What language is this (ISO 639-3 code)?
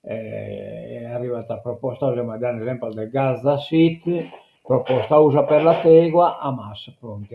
srd